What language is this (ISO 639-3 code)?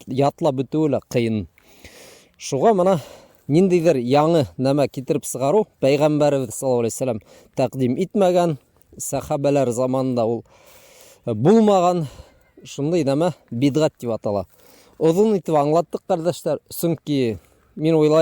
bak